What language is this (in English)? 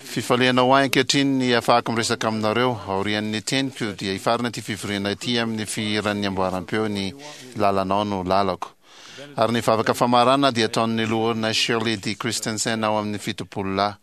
Malagasy